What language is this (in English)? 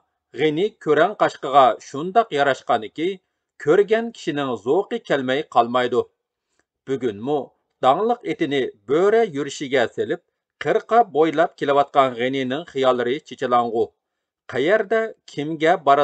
Uyghur